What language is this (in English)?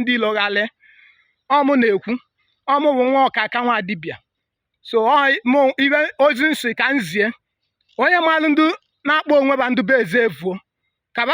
Igbo